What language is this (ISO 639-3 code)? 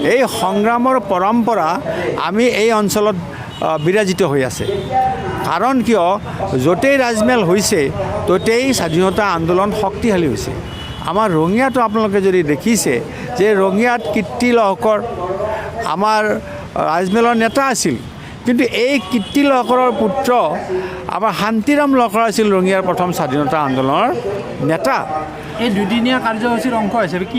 asm